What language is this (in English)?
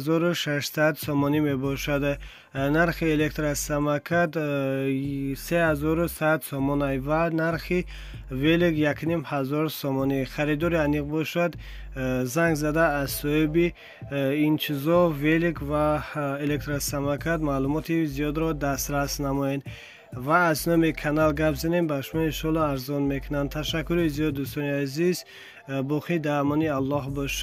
Tajik